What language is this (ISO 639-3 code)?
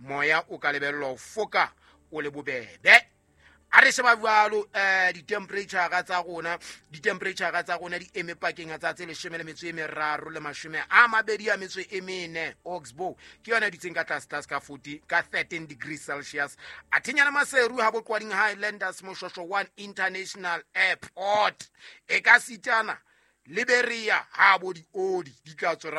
sot